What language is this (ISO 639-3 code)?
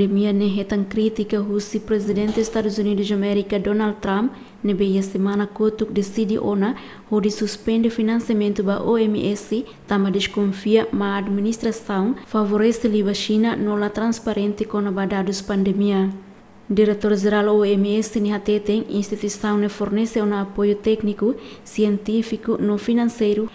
tet